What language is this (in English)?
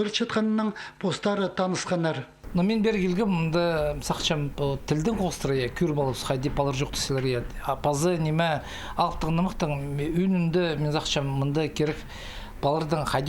Khakas